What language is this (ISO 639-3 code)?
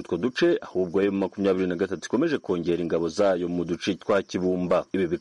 kin